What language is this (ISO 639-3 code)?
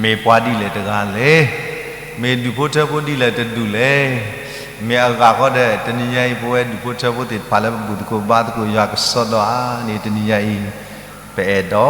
ksw